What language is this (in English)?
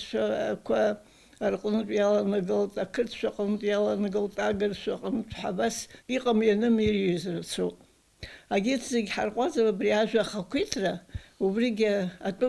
Abkhazian